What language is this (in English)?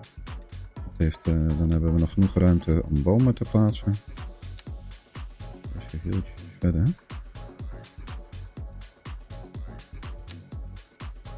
Dutch